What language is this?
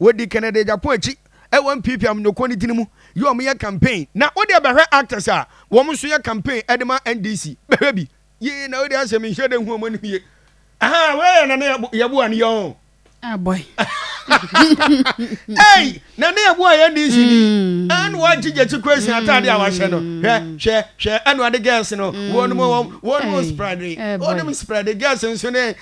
Akan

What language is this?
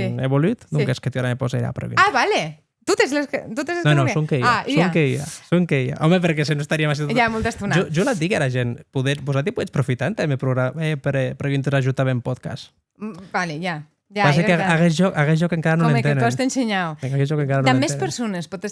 Occitan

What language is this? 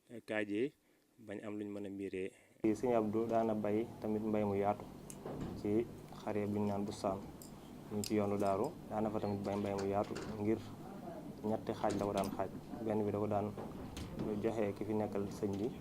Wolof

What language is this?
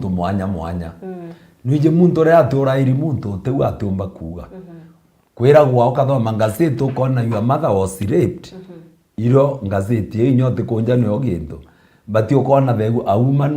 Meru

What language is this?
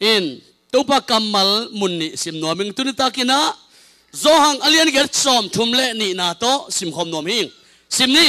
Tedim Chin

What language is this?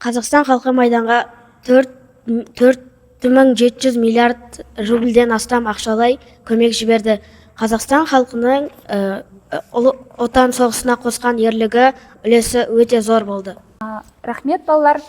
Kazakh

